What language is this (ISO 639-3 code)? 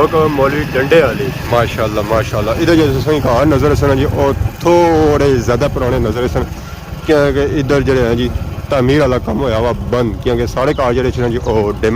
phr